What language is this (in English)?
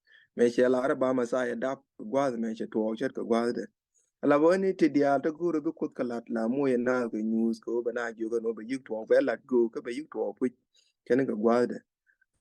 Nuer